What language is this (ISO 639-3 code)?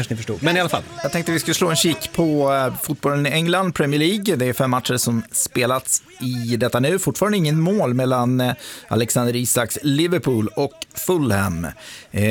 swe